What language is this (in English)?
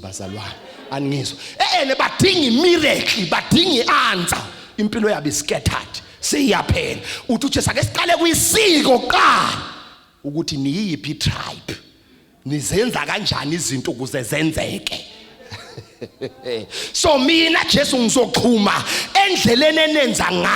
Zulu